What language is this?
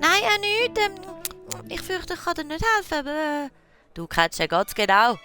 Swiss German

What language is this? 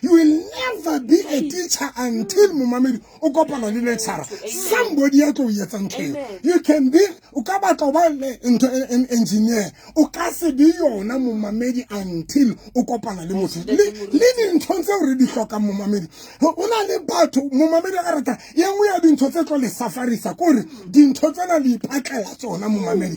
Southern Sotho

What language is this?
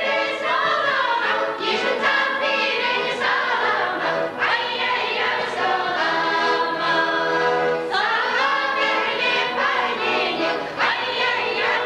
Chuvash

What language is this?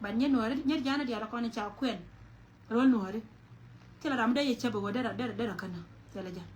Nuer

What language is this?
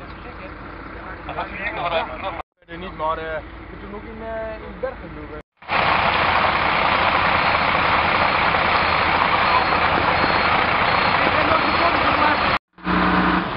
Dutch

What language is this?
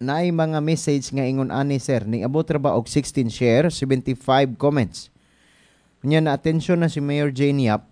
Cebuano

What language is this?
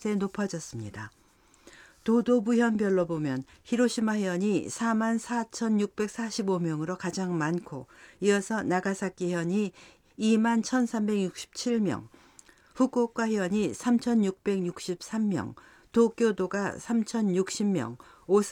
Korean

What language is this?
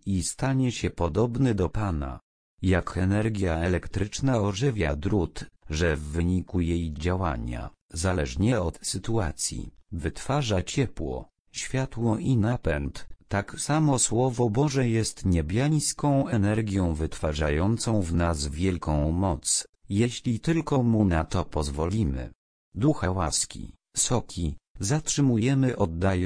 Polish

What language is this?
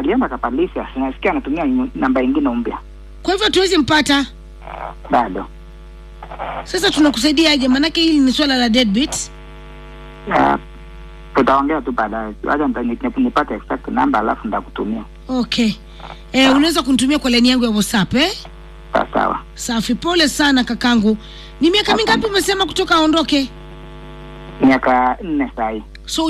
Swahili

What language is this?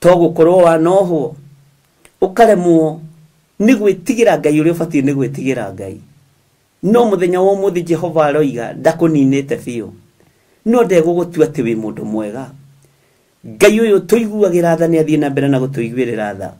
Kikuyu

